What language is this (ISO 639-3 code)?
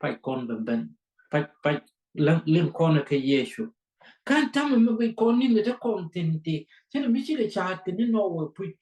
nus